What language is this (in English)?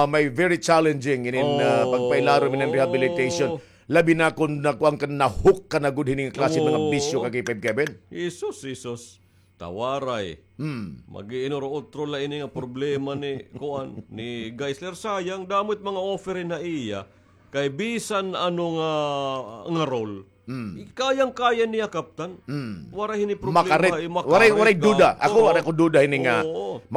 Waray